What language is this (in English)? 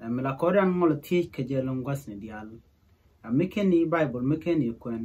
Nuer